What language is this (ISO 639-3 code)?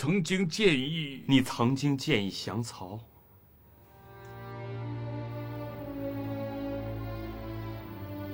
zho